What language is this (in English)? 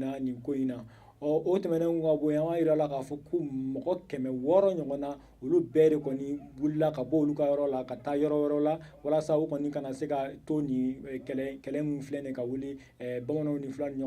Bambara